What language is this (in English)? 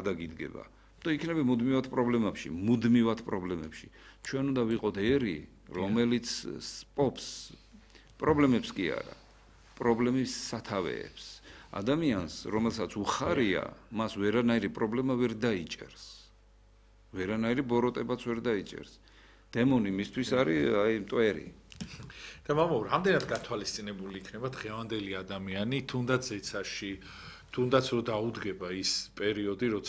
Georgian